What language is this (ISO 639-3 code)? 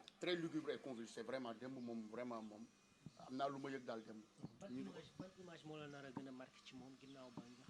wol